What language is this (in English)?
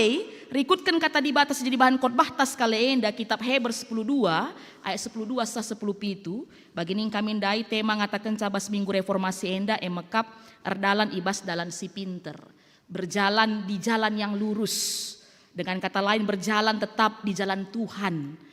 Batak Karo